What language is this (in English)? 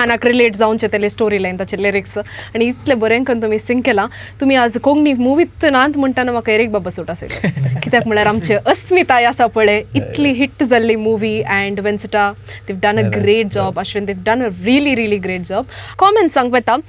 Konkani